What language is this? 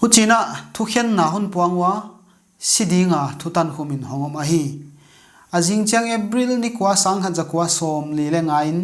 Paite Chin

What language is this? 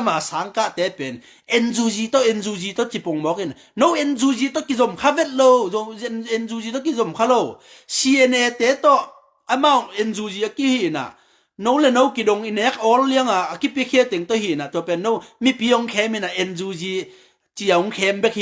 Tedim Chin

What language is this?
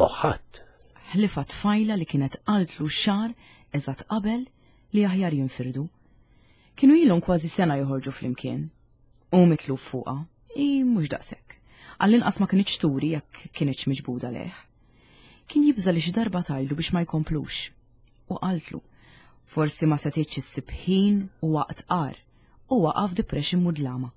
Maltese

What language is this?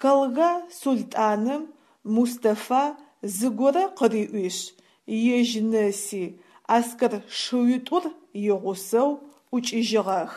Adyghe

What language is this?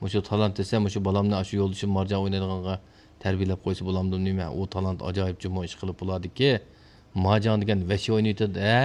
Uyghur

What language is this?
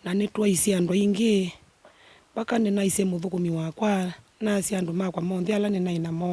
Kamba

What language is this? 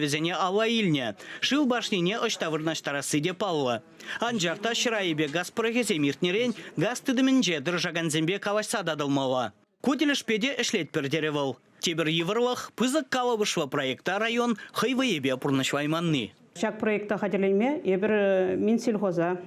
Chuvash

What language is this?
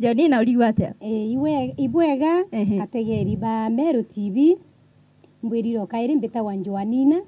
Meru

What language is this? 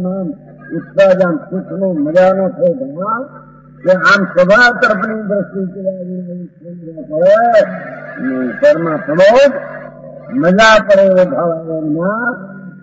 Gujarati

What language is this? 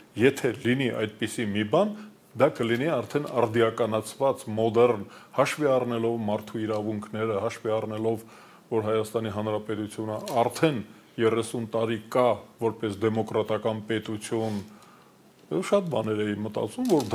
Armenian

